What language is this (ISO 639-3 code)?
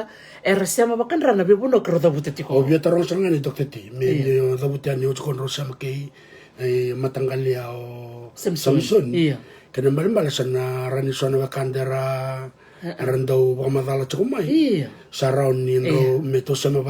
fij